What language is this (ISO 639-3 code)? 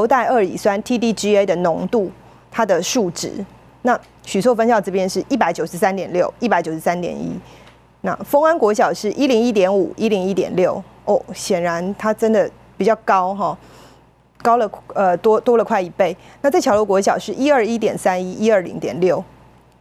zho